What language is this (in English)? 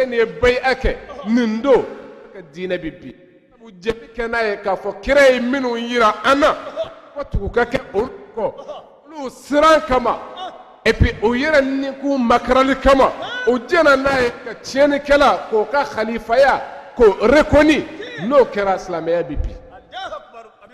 Bambara